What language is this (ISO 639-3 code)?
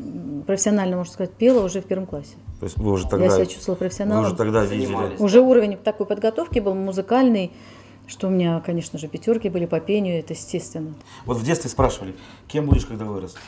rus